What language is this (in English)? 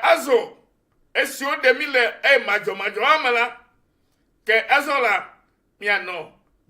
Ewe